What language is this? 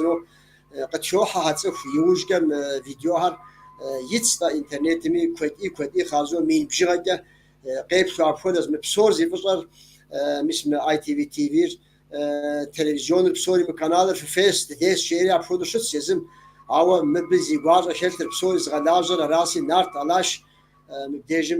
Kabardian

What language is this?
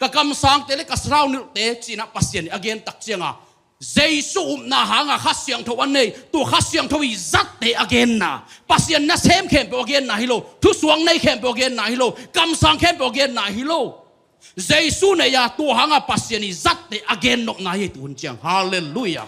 Tedim Chin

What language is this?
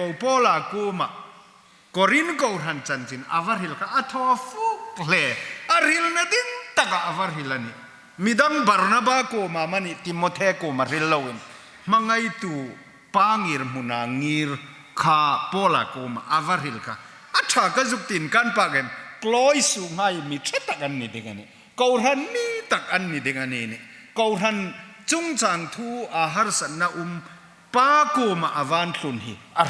Hmar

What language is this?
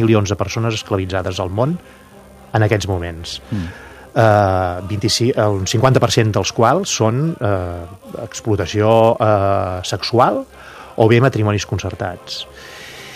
Catalan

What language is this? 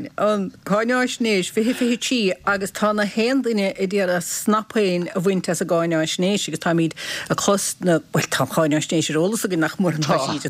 Irish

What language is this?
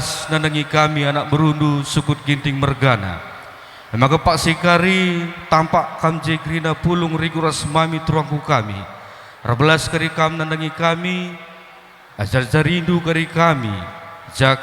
Batak Karo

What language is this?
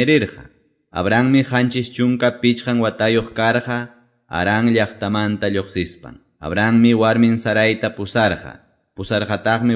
Quechua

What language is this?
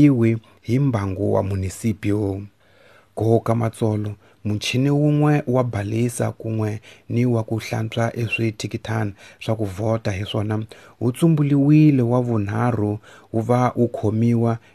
Tsonga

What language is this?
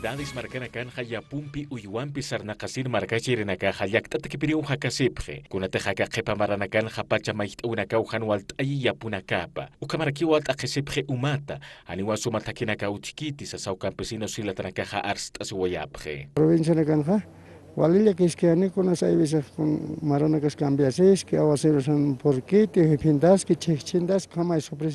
Aymara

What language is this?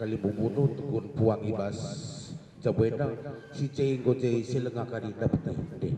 Batak Karo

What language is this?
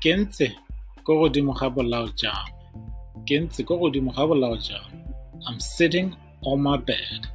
Tswana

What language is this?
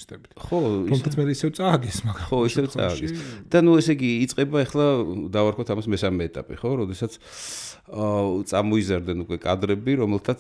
Georgian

